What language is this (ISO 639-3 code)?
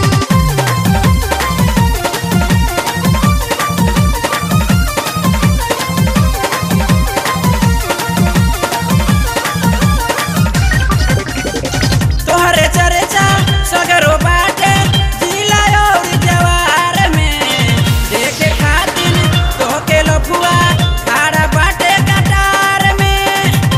bho